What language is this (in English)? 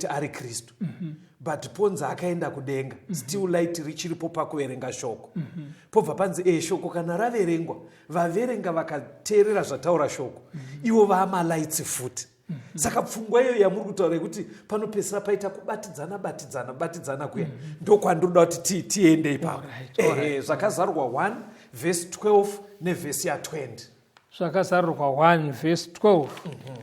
Shona